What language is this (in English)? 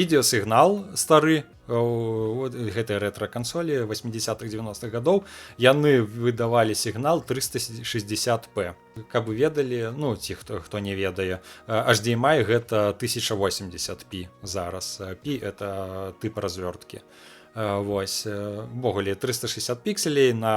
Belarusian